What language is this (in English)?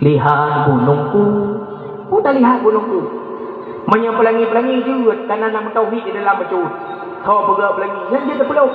Achinese